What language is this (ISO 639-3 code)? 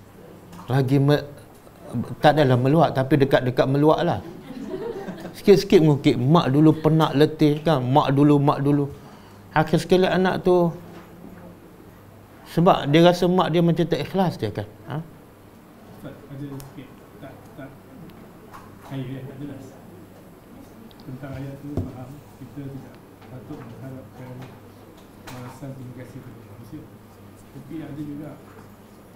msa